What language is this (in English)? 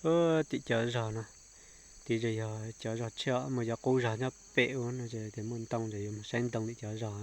Hmong